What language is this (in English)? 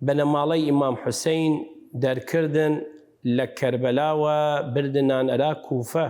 Southern Kurdish